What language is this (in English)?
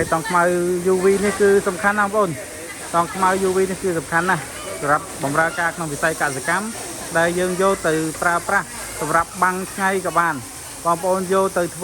Khmer